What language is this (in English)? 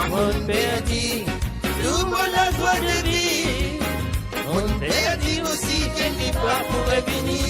Morisyen